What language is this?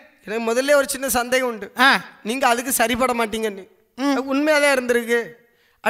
Tamil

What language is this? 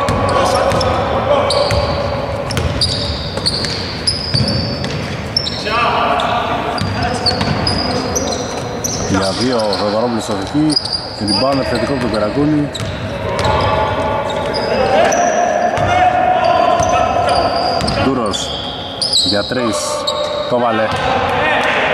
Greek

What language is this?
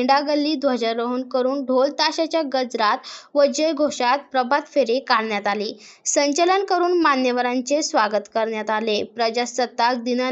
Marathi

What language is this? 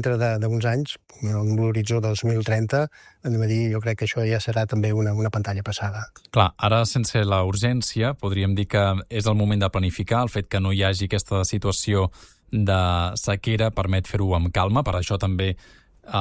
Catalan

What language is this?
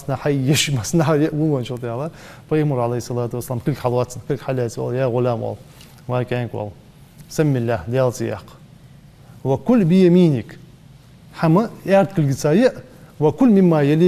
Ingush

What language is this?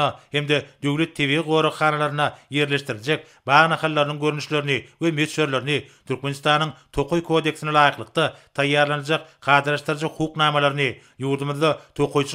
Turkmen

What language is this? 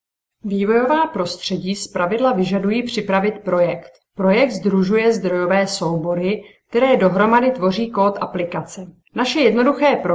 Czech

